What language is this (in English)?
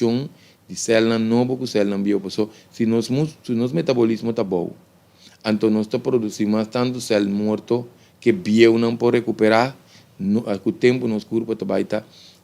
Papiamento